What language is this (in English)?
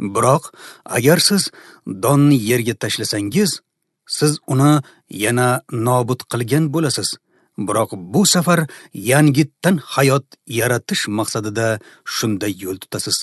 Uzbek